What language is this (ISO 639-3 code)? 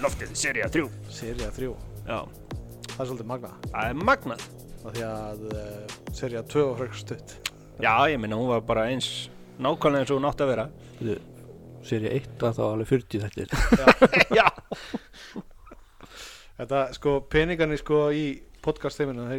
isl